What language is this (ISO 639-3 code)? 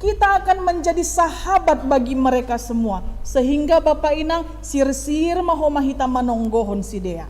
bts